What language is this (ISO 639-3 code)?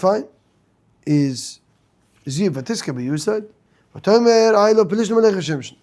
yid